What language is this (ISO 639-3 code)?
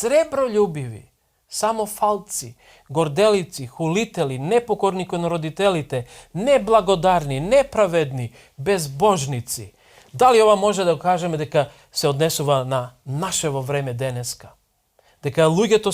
mkd